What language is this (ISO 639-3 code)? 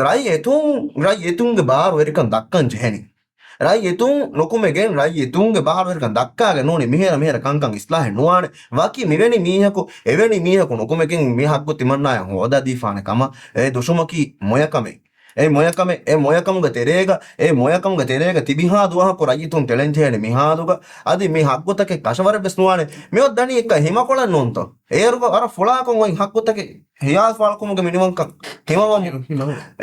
div